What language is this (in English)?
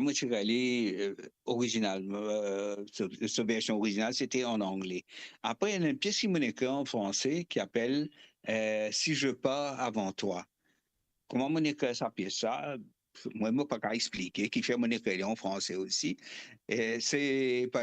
Morisyen